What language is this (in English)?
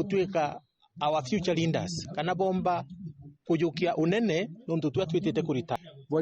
Meru